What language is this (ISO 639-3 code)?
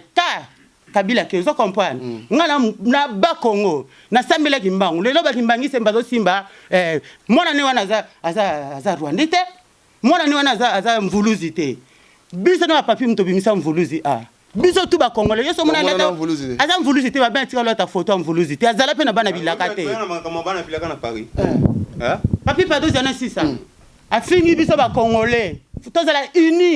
lin